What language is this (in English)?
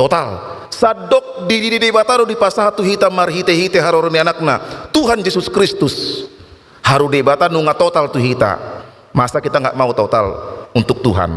Batak Toba